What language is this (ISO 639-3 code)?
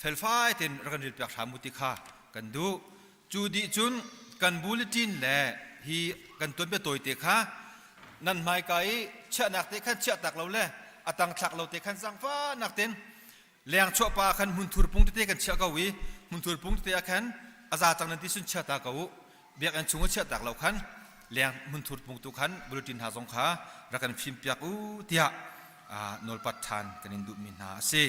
cnh